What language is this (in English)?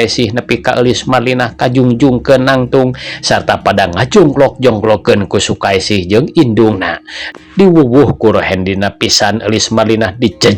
Sundanese